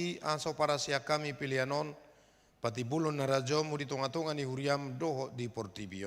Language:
Batak Toba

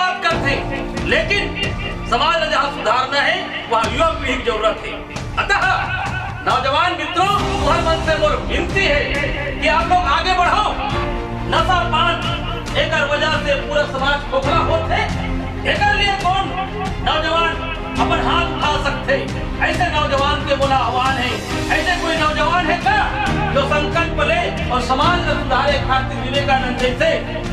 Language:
Chhattisgarhi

